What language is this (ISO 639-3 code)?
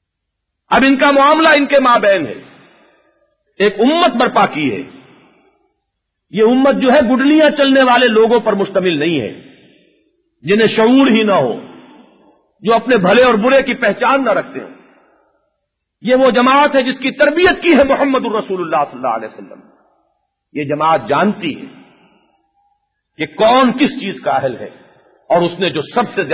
urd